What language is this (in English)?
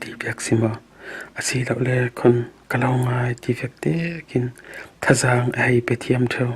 Falam Chin